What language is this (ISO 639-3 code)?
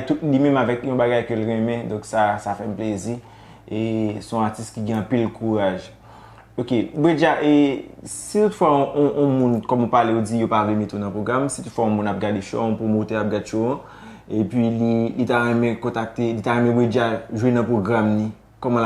hat